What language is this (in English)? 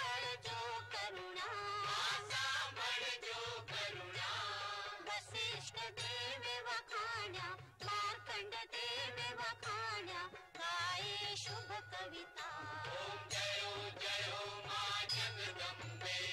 Gujarati